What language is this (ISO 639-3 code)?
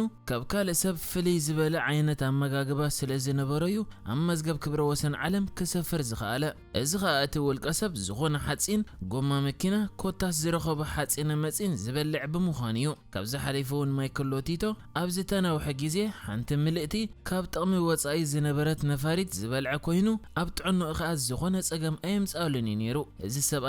tir